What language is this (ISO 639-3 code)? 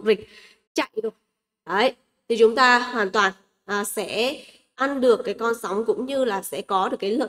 vie